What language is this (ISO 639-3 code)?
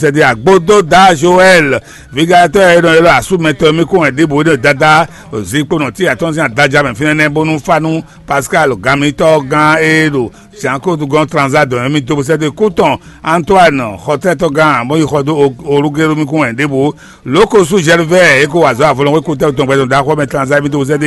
fon